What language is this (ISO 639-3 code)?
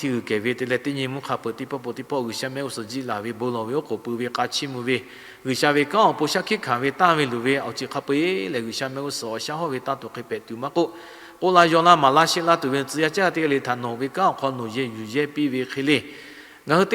lhu